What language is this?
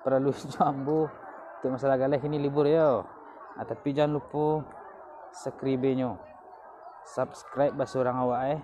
Minangkabau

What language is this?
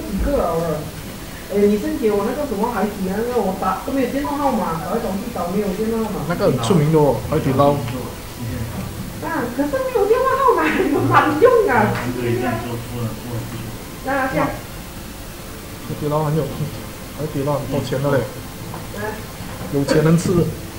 Chinese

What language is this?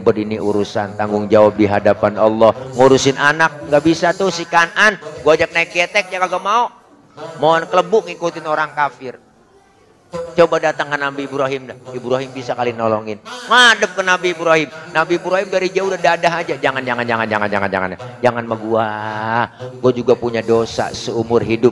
Betawi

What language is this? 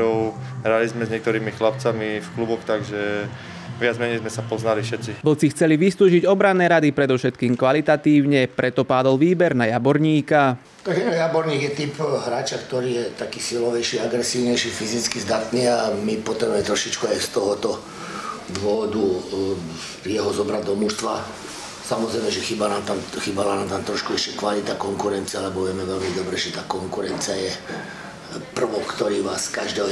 Slovak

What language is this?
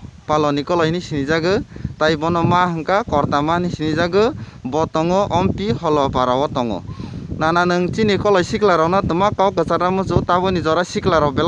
Kok Borok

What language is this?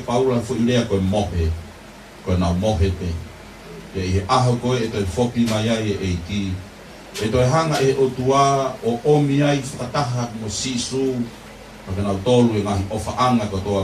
Tongan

